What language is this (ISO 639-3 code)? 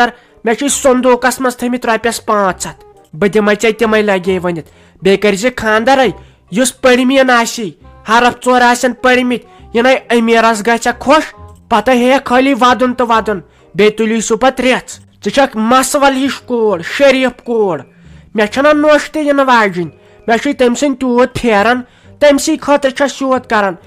kas